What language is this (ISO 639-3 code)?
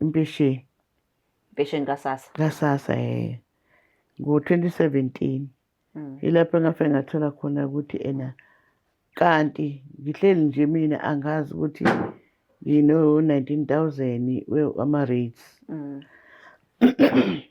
zul